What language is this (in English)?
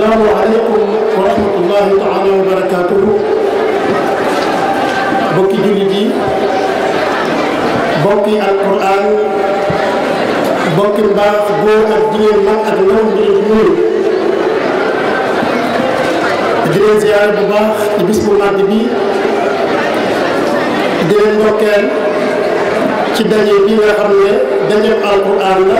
Arabic